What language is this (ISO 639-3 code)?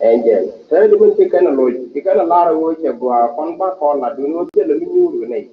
nus